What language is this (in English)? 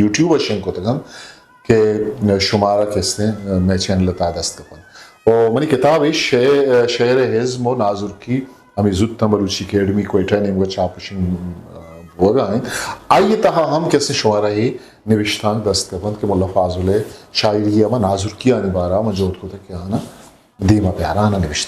Eastern Balochi